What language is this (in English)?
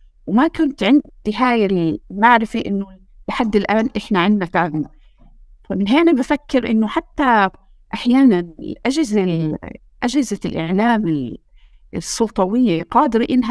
North Levantine Arabic